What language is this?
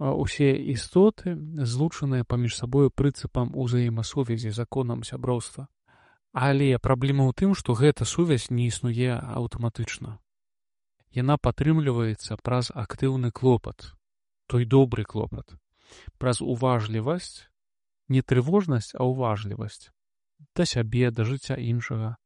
Belarusian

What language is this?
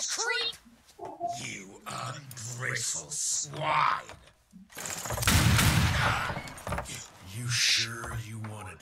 Indonesian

